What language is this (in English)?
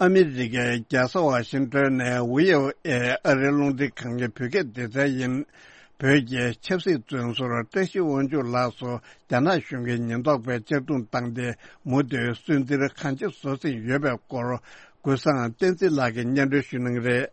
Tibetan